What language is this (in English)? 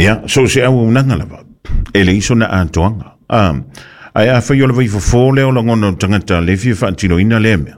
Samoan